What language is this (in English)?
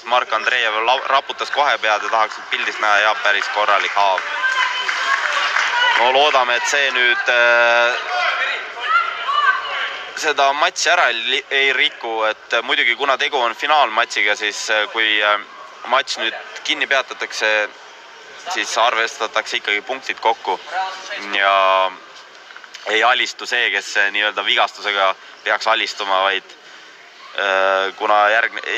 Estonian